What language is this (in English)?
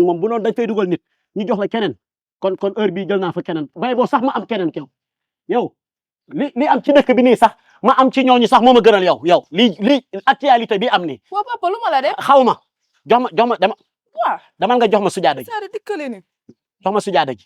Wolof